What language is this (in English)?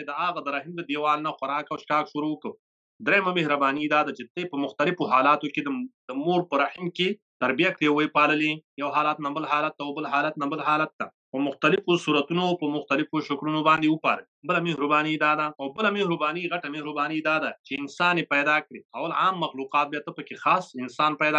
Pashto